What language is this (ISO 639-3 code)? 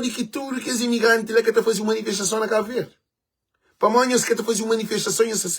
kea